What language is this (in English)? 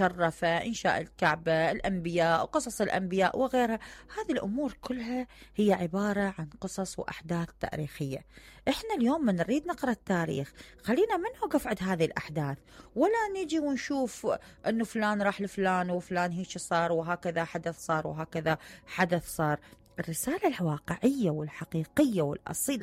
Mesopotamian Arabic